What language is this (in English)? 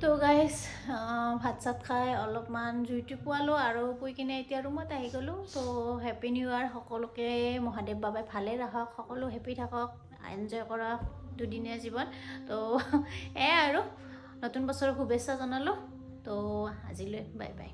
Assamese